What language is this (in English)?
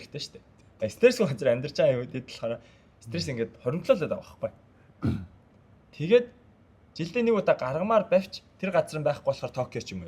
Mongolian